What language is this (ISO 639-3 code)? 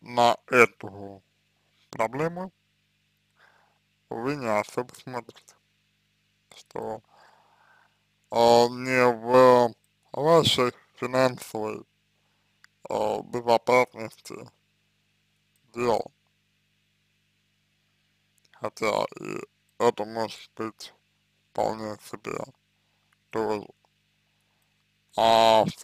rus